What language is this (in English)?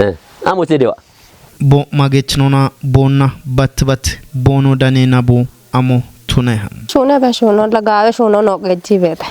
Kafa